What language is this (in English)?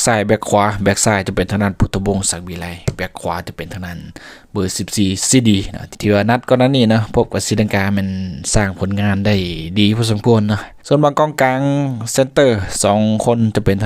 Lao